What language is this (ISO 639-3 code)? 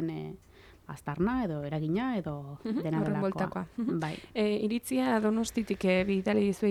eus